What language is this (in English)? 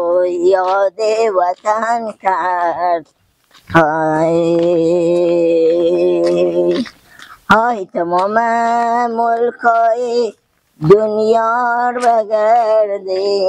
Persian